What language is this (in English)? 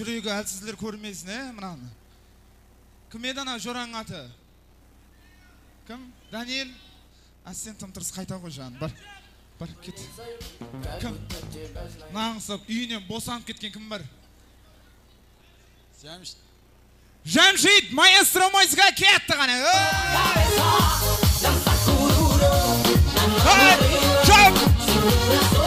Kazakh